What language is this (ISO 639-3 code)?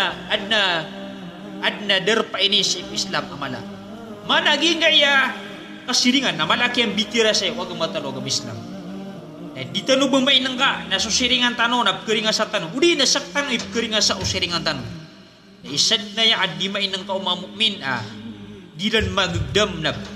mrw